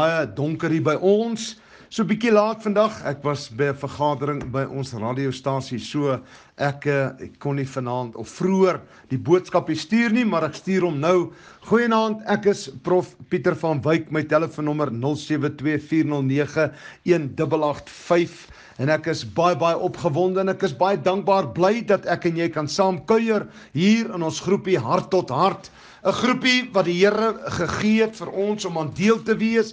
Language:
Afrikaans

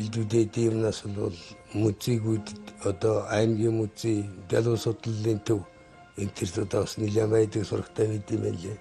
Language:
Mongolian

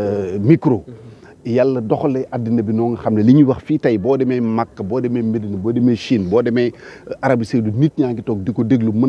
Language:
Wolof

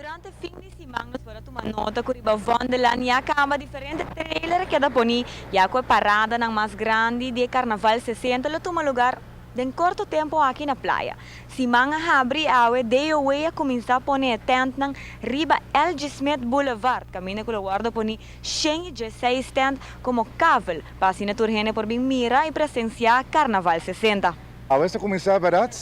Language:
Papiamento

